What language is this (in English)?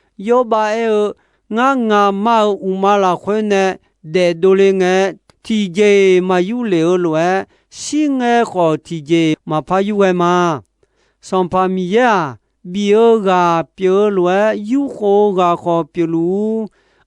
Akha